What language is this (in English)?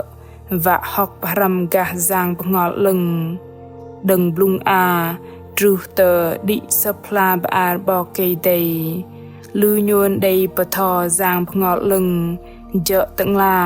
Bahnar